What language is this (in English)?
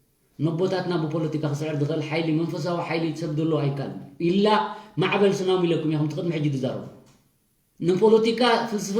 Tigrinya